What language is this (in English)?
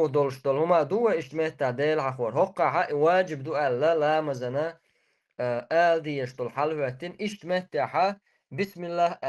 Chechen